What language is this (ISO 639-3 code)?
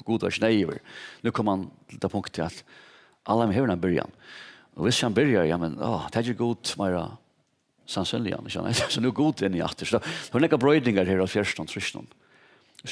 fao